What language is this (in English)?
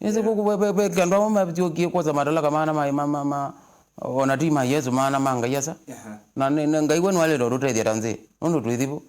Kamba